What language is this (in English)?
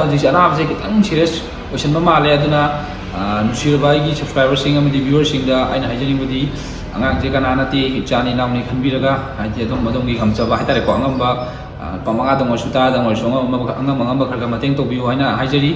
Manipuri